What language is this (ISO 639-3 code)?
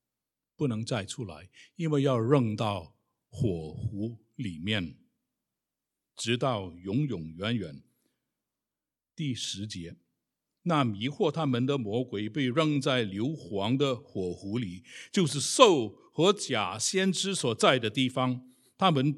zho